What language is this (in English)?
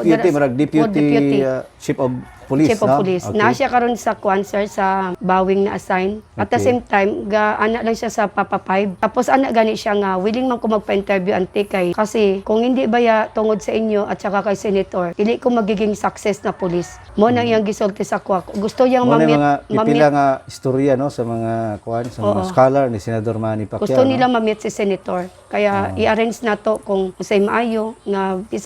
Cebuano